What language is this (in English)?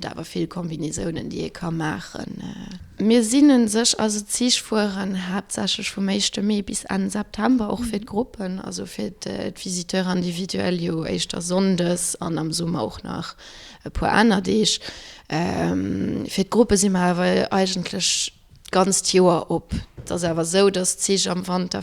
Luxembourgish